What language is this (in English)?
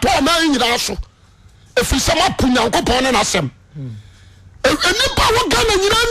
Akan